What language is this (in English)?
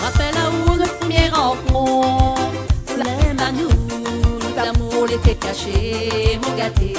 Réunion Creole French